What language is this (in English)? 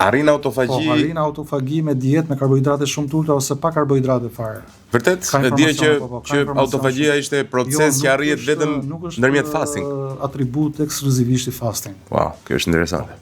Albanian